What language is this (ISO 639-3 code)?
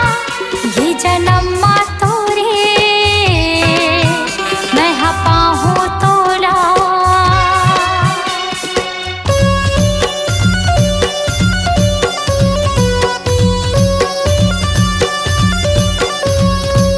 hne